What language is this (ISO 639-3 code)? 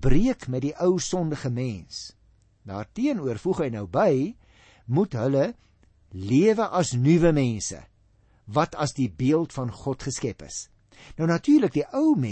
afr